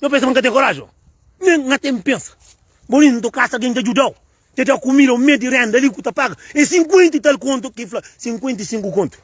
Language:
Kabuverdianu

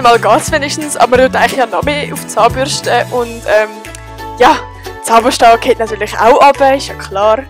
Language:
Swiss German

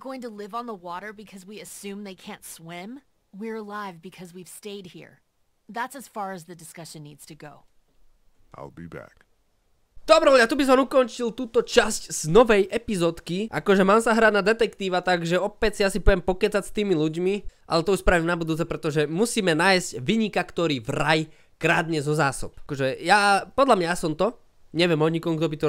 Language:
Slovak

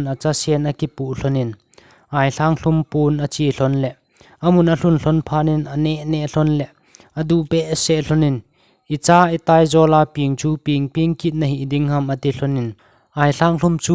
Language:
Thado Chin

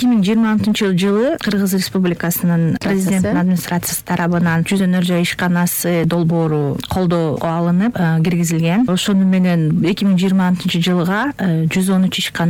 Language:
Kyrgyz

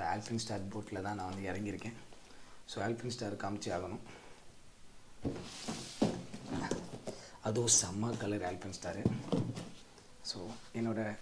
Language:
Tamil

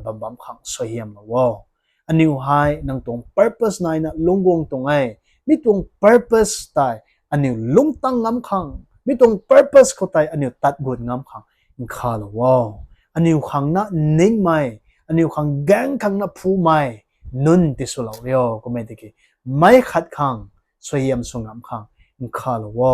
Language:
Rongmei Naga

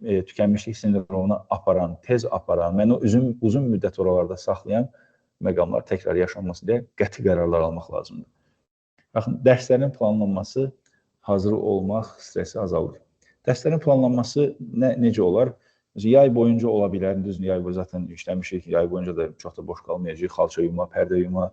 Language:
Azerbaijani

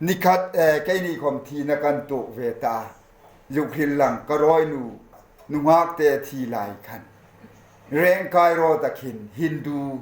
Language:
Hmar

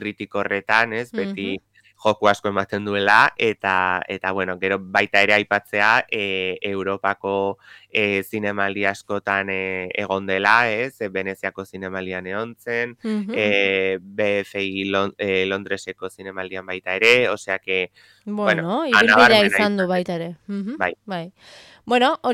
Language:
Basque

